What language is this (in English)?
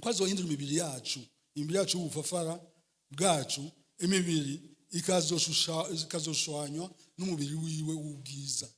Rundi